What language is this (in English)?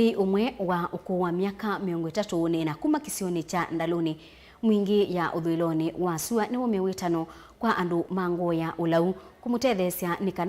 Kamba